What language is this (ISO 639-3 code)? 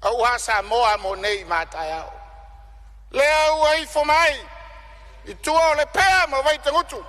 smo